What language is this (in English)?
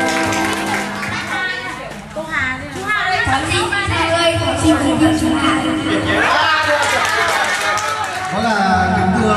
Vietnamese